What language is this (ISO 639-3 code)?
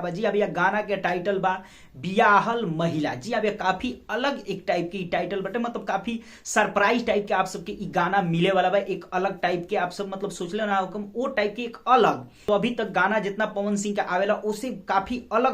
bho